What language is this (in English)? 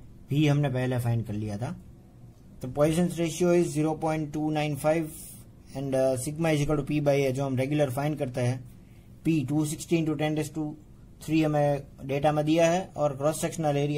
Hindi